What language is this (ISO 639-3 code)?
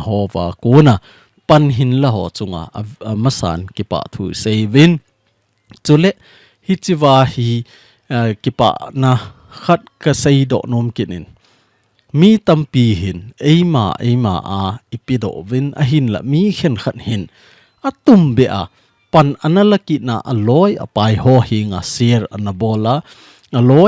tcz